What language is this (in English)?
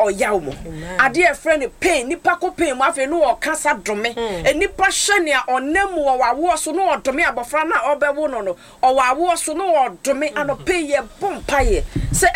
Akan